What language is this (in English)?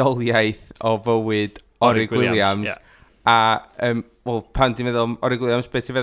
Welsh